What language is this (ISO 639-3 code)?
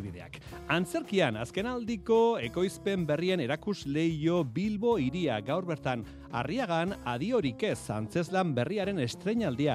eus